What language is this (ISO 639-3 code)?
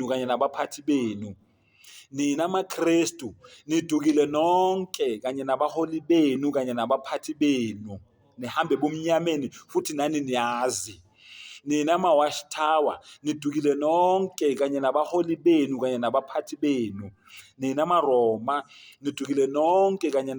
zul